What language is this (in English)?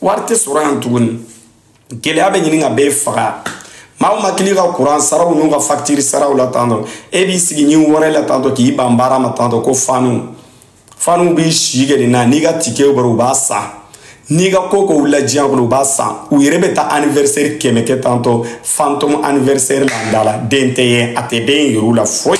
Bambara